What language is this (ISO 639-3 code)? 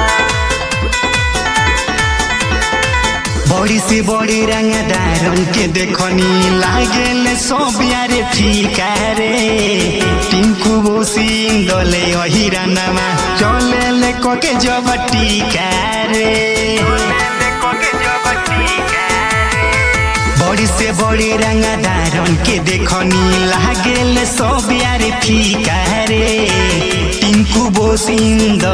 bho